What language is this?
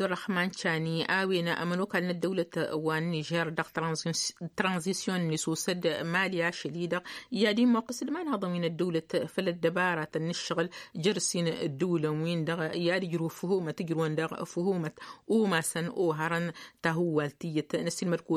Tamasheq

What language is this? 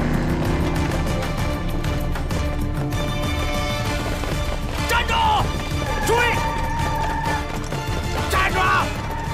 Chinese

